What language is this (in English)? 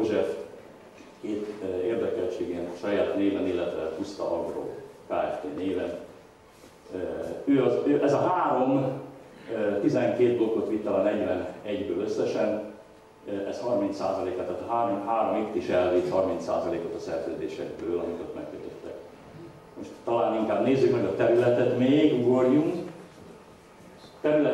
Hungarian